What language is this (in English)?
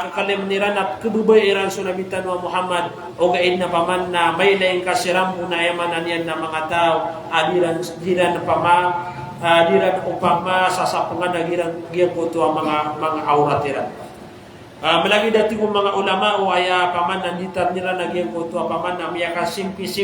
Maranao